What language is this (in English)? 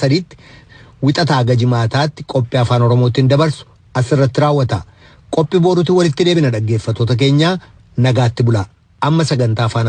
Oromo